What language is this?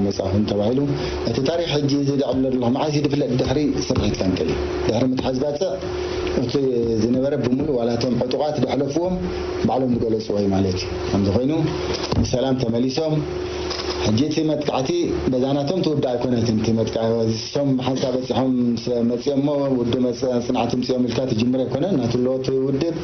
Tigrinya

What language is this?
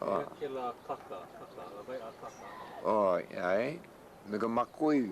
Hawaiian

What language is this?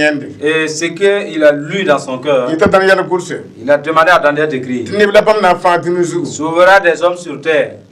Mossi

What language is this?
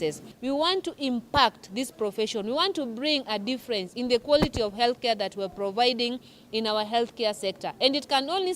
Meru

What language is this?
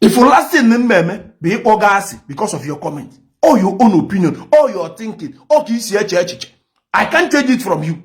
Igbo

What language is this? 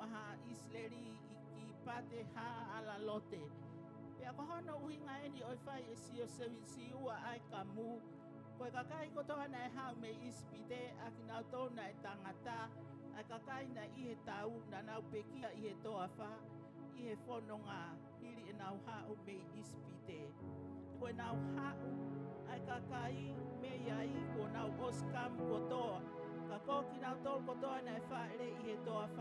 Tongan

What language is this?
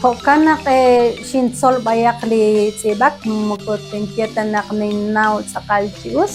Kekchí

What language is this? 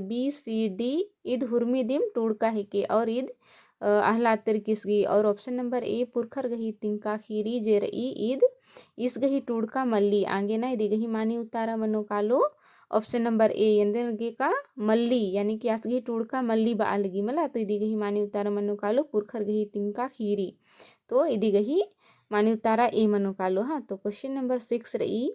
Kurukh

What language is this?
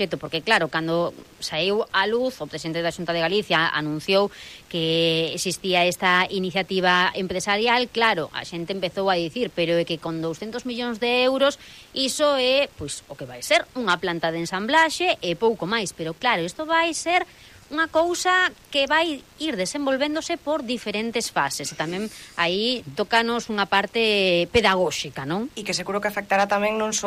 Galician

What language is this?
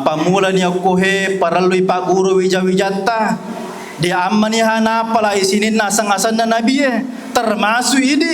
Buginese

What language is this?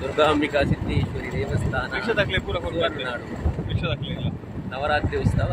Tulu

